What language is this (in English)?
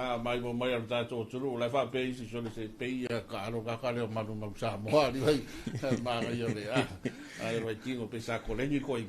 Samoan